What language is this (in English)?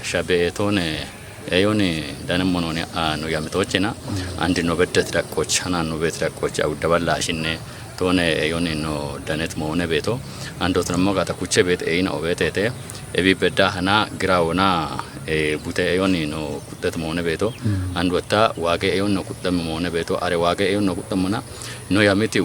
Kafa